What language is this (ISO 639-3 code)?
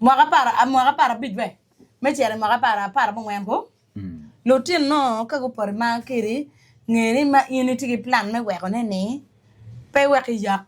ach